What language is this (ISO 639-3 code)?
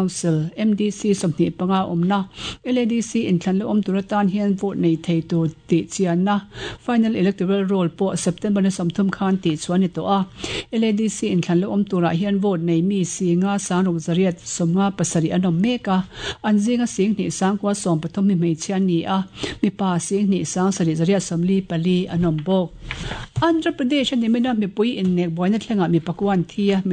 lus